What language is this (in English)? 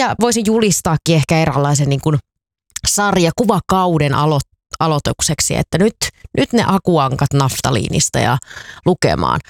Finnish